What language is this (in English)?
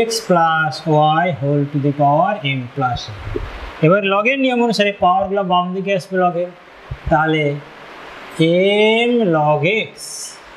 Bangla